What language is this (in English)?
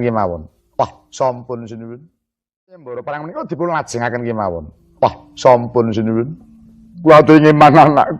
Javanese